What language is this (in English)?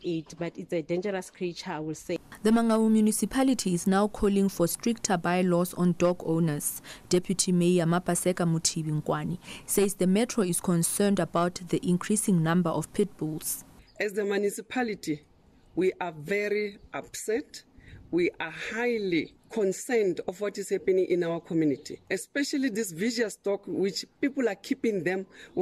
English